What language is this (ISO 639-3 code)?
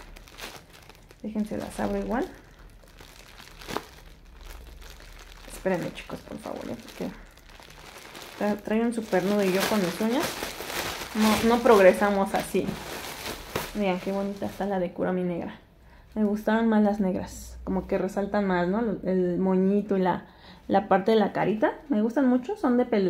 spa